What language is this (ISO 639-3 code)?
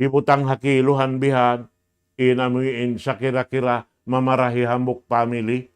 tsg